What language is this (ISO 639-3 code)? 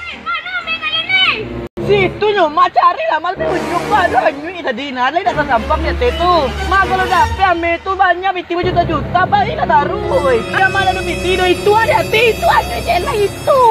min